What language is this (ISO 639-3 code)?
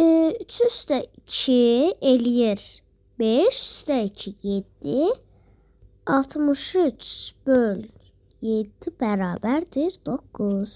aze